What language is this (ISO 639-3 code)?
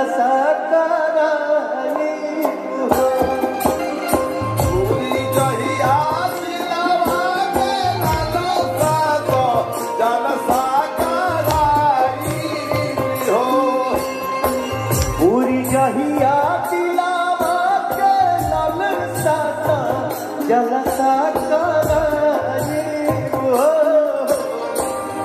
bho